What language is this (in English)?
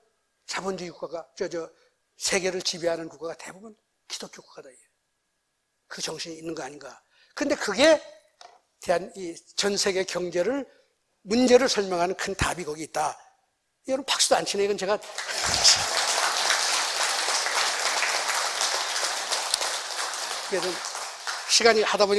Korean